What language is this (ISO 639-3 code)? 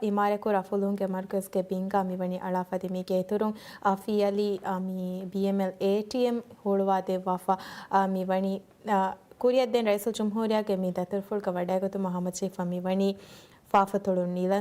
div